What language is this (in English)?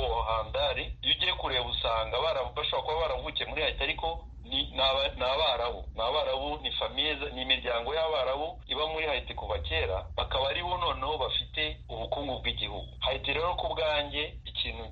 Kinyarwanda